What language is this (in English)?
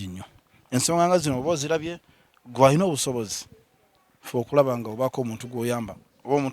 Ganda